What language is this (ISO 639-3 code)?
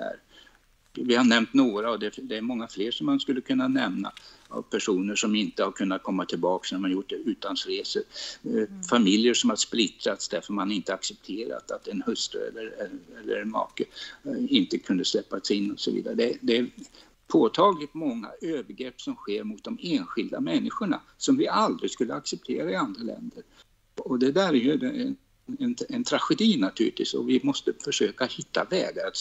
swe